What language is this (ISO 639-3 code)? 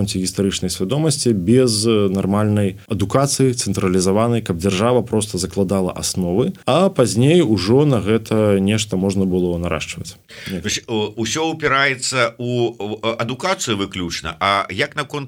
bel